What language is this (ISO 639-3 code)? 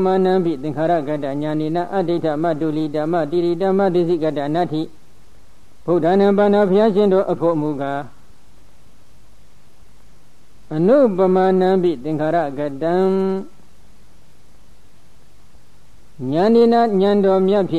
mya